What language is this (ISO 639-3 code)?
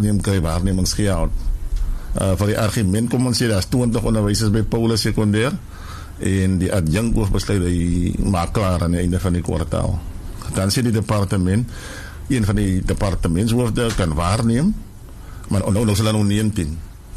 afr